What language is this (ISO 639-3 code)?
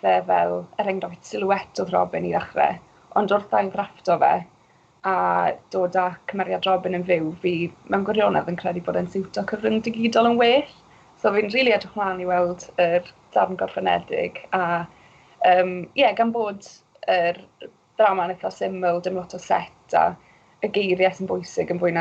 cym